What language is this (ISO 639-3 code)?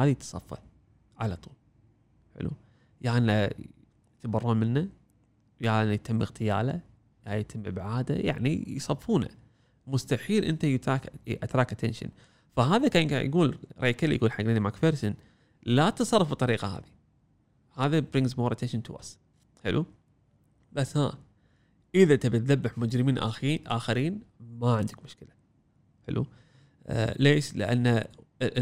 afb